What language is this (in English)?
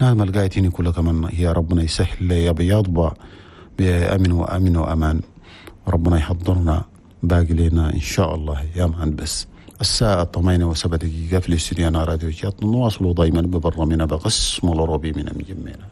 Chadian Arabic